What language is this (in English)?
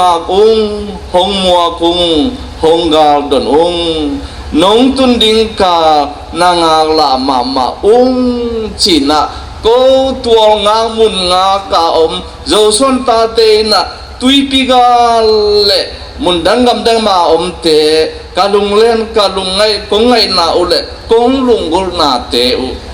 Tedim Chin